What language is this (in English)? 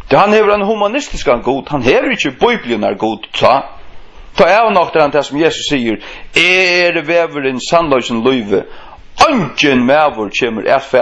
Faroese